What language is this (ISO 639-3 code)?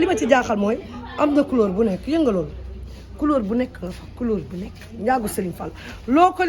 wol